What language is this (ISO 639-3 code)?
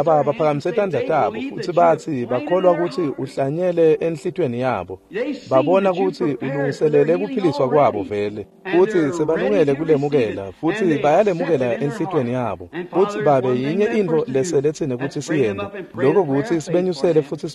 ssw